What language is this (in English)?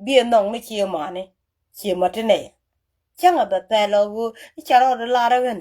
Nuer